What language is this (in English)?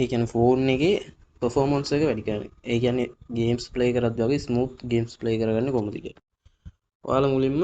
Sinhala